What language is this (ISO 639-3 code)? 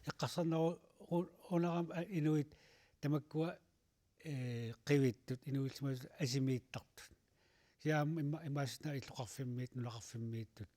kal